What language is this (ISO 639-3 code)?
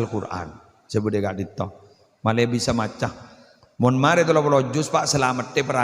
mad